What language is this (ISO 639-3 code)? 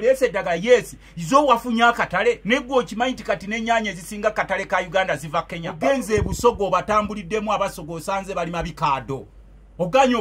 lug